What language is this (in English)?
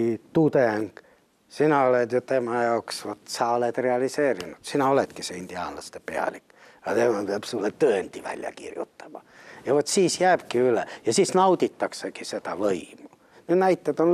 Estonian